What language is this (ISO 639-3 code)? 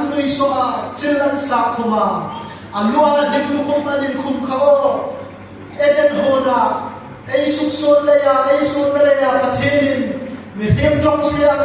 hmr